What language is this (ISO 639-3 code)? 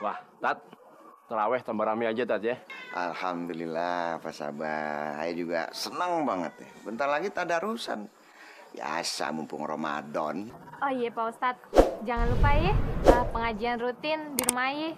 bew